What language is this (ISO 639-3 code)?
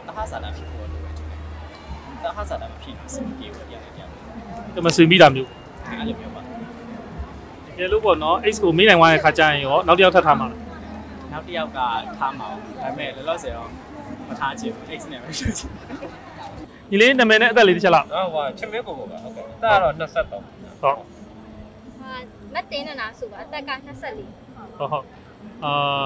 mya